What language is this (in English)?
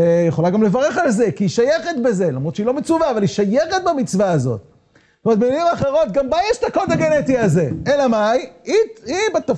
Hebrew